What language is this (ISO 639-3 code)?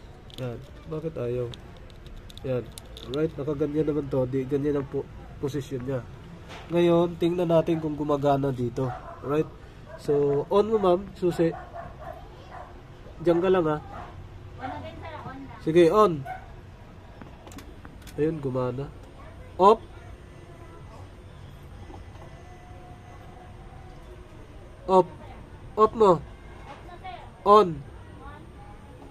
fil